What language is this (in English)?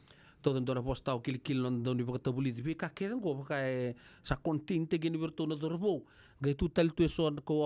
Fijian